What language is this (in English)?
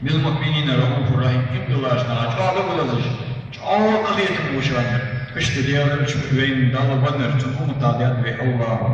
Ingush